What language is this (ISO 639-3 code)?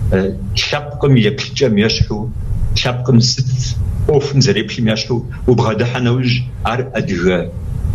kbd